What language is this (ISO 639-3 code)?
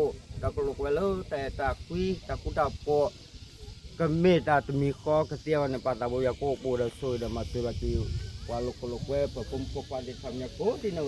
ksw